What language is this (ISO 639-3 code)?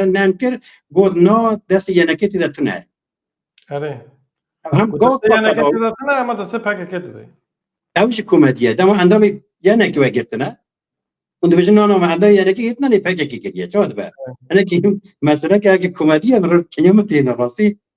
kur